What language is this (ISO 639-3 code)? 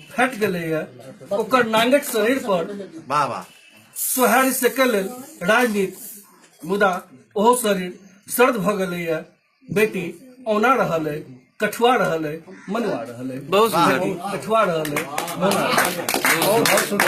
mai